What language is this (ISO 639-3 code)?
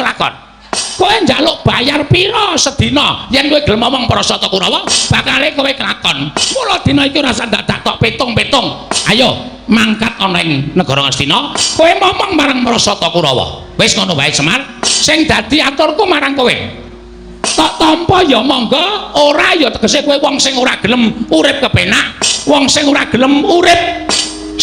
jav